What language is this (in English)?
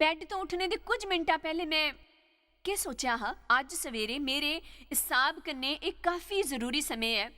Dogri